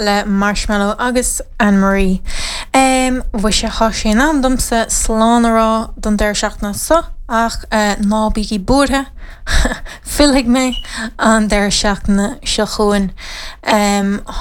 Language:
Irish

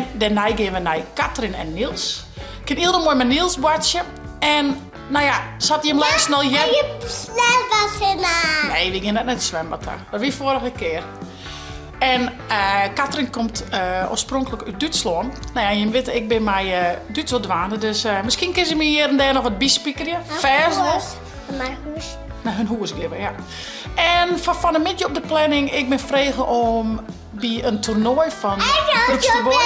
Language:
Western Frisian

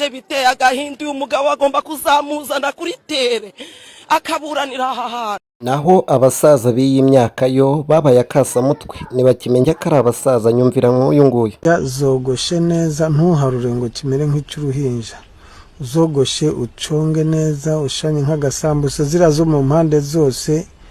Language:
Kinyarwanda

